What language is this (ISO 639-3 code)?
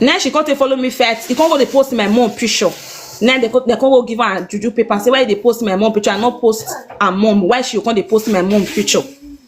pcm